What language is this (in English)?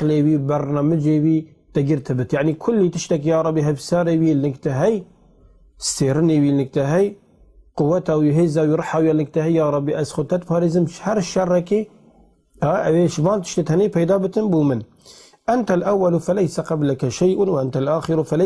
Kurdish